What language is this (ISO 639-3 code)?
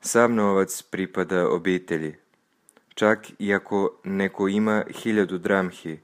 srp